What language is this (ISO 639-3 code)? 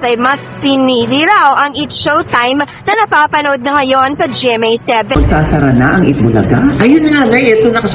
fil